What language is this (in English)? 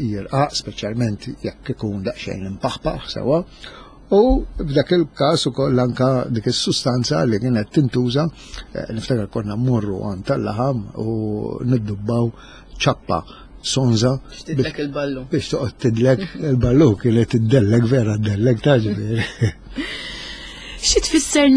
Maltese